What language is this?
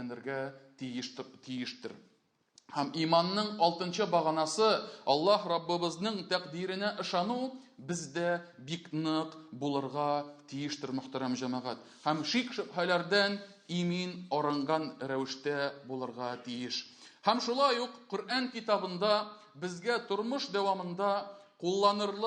Tatar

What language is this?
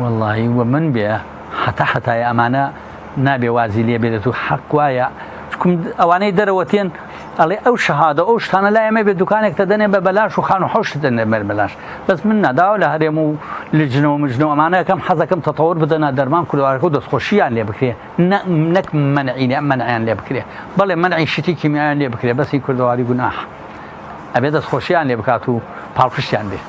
Central Kurdish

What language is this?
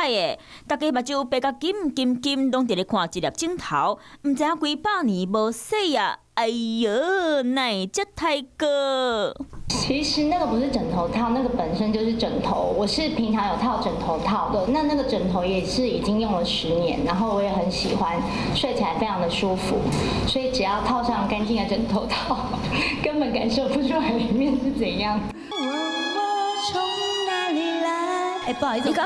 Min Nan Chinese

